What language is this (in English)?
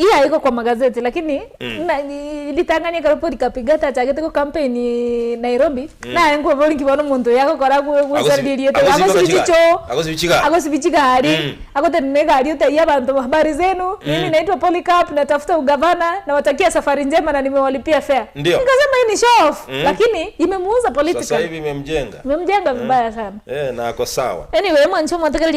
Gusii